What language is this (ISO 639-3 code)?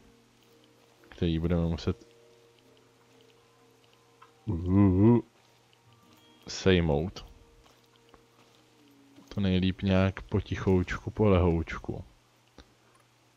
ces